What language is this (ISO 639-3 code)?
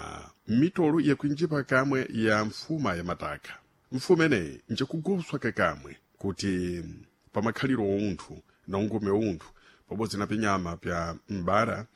seh